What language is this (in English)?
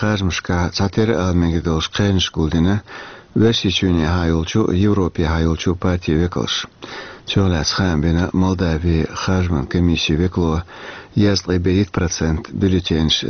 Chechen